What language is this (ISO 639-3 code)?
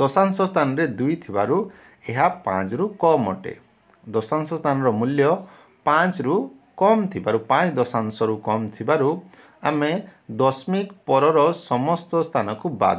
ori